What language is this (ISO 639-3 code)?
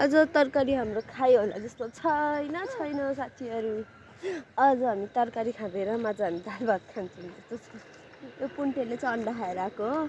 nep